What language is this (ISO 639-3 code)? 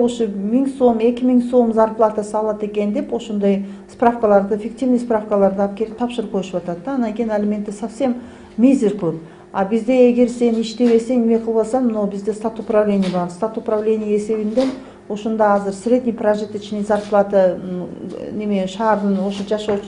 kir